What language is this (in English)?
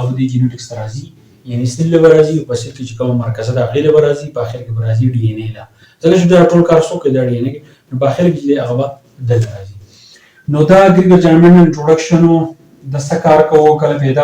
Pashto